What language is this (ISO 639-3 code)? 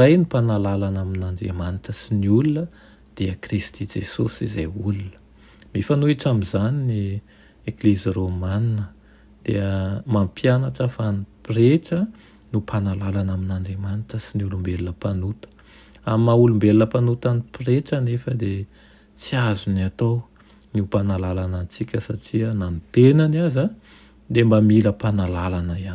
mlg